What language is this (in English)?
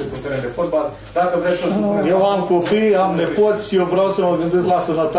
Romanian